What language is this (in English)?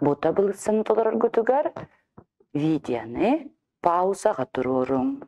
Yakut